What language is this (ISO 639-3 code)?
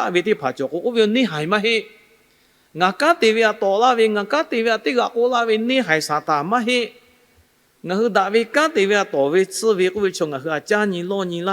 lhu